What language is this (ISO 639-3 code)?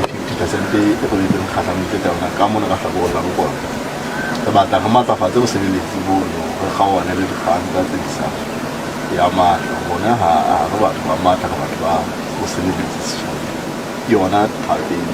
sot